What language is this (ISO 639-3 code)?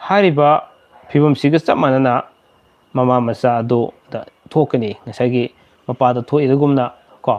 mni